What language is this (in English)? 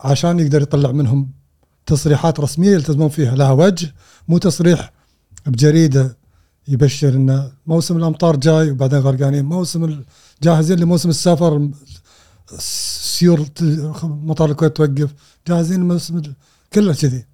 Gulf Arabic